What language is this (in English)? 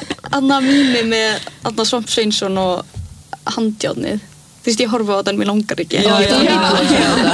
Icelandic